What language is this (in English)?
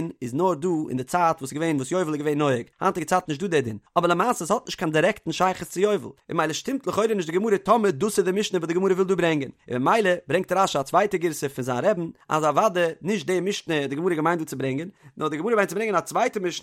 Yiddish